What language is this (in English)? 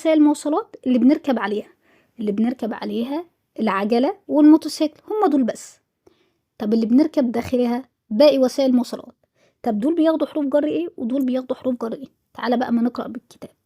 Egyptian Arabic